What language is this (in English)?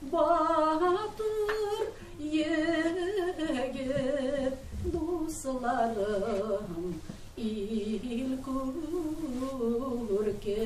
Tatar